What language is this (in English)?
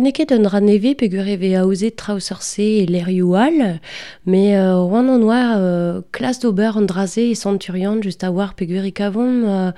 Breton